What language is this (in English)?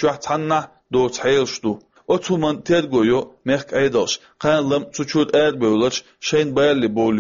Chechen